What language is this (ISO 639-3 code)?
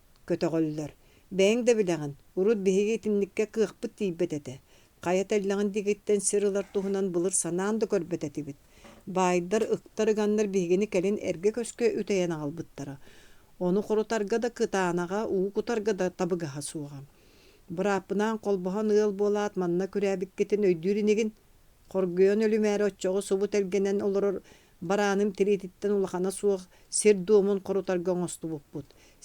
sah